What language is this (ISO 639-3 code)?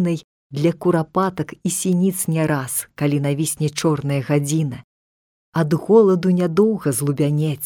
bel